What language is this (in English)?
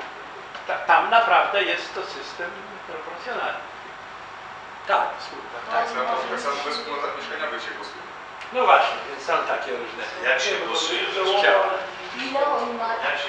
Polish